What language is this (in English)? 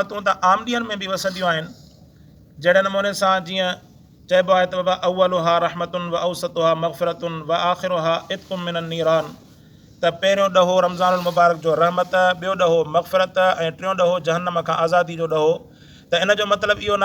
Sindhi